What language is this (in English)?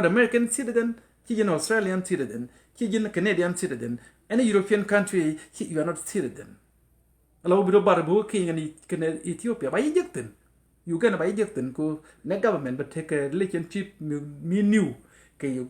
Nuer